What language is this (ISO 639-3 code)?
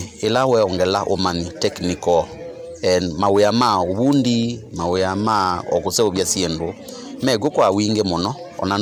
kam